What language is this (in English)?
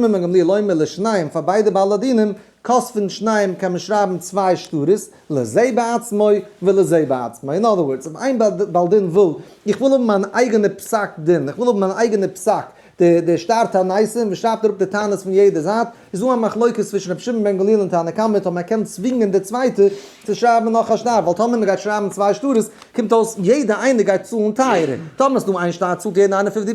Yiddish